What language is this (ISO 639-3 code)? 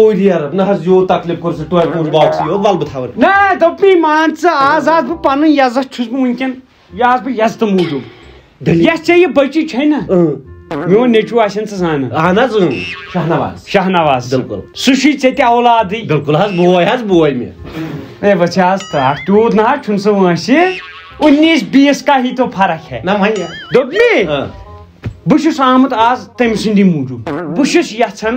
kas